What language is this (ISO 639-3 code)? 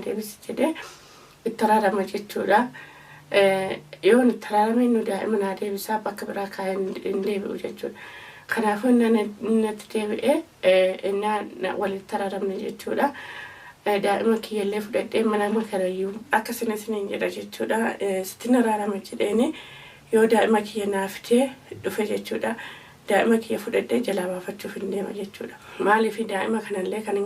orm